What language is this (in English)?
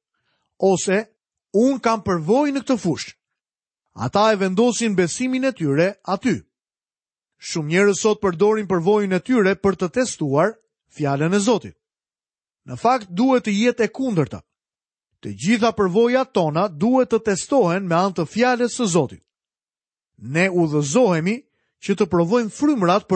Albanian